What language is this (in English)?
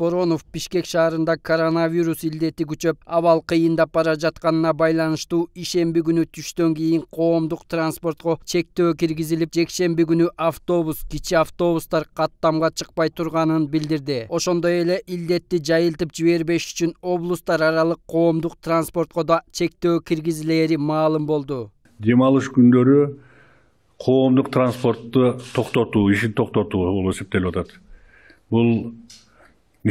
Kyrgyz